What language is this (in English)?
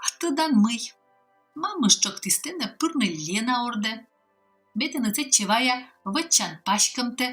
Komi